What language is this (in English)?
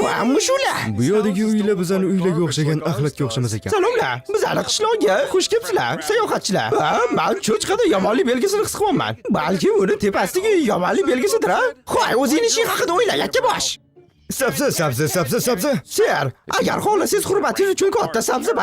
Uzbek